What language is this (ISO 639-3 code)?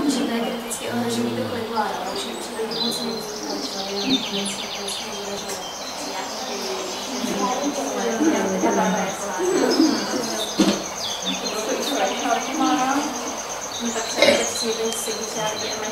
ces